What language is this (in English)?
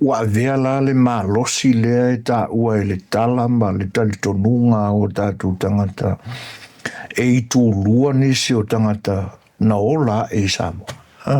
Samoan